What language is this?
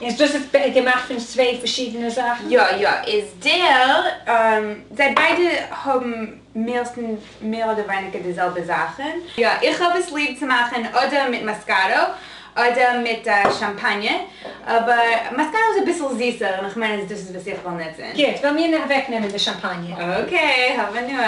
Yiddish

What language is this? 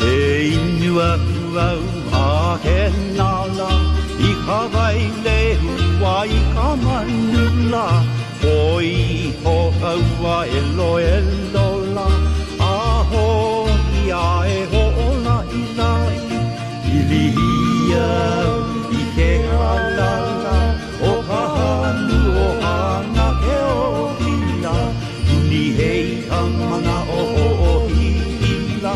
Hawaiian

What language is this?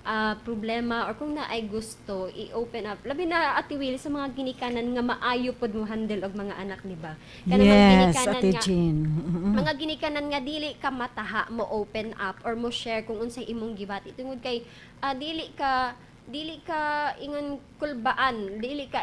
Cebuano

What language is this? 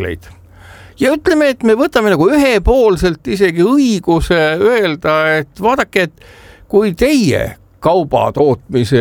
Estonian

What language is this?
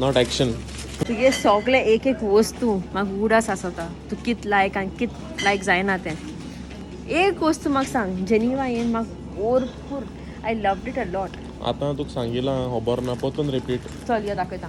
Konkani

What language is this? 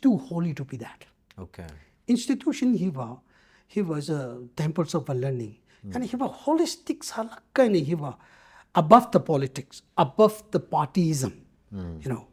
Tangkhul Naga (India)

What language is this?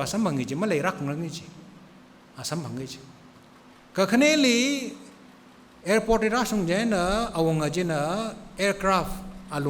Tangkhul Naga (India)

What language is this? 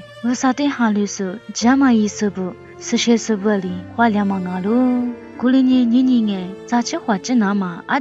Lisu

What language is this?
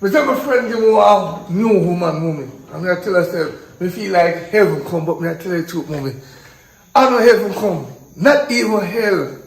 Jamaican Creole English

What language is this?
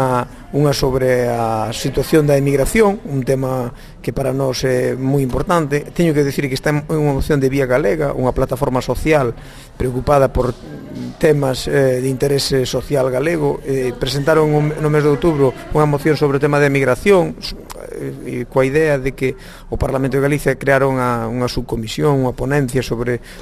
Galician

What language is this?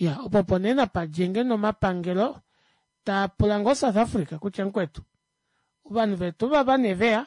Kuanyama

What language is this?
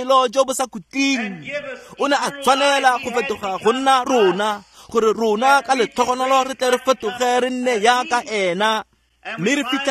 Tswana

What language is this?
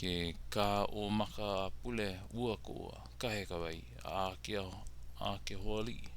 Hawaiian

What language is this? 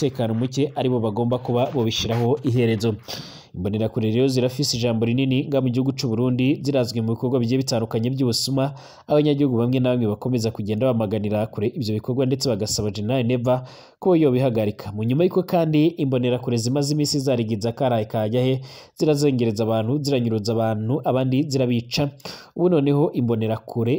Rundi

